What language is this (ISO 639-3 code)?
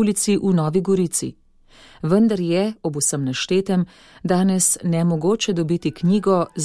slv